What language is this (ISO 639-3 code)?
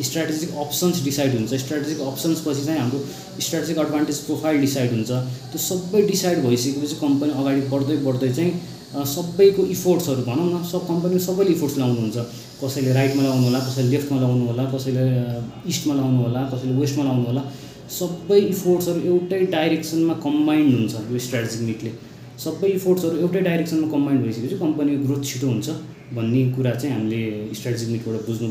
nep